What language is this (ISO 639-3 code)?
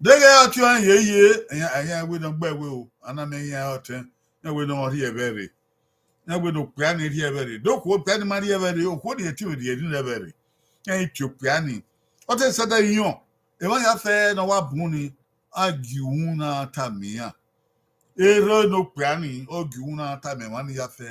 bin